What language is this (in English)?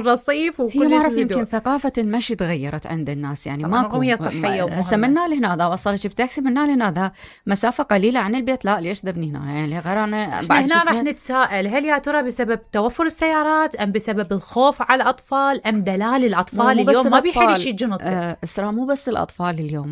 Mesopotamian Arabic